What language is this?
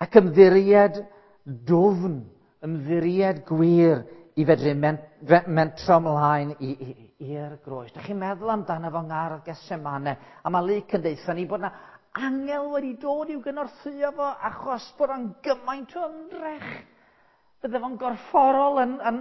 Welsh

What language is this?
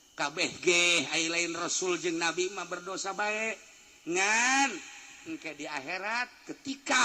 Sundanese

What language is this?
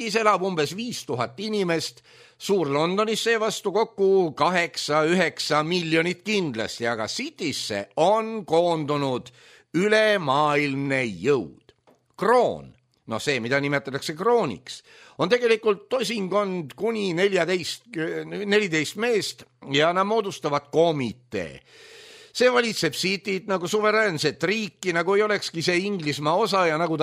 Estonian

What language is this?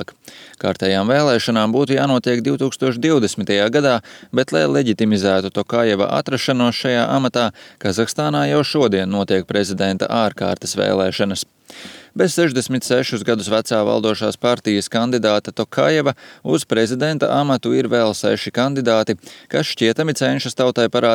Latvian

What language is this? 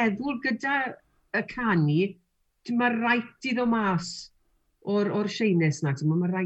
Welsh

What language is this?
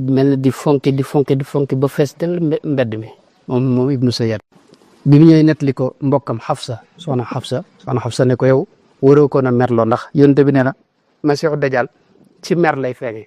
Wolof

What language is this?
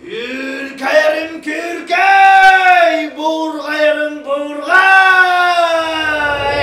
Yakut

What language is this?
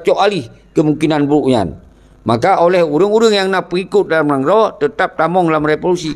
Achinese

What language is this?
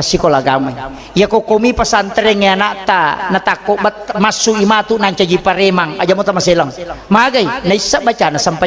Buginese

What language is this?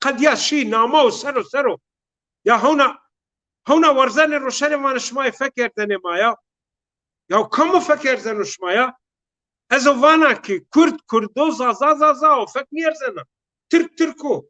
Zaza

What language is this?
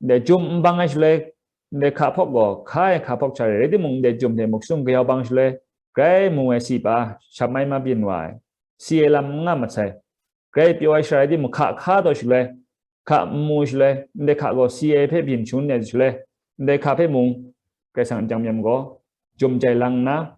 Kachin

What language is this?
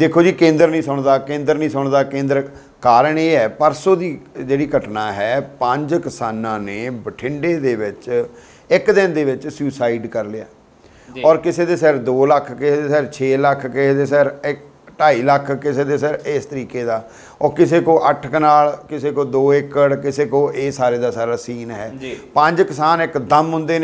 Punjabi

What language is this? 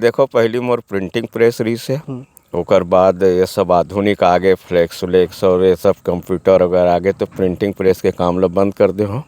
Chhattisgarhi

